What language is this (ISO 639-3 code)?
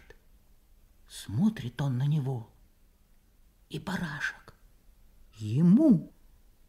rus